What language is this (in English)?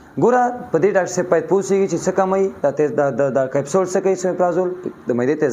Pashto